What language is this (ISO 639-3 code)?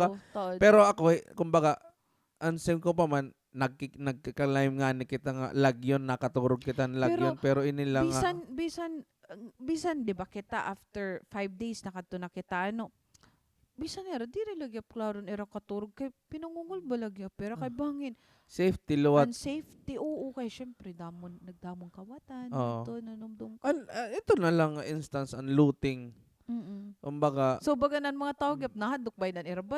war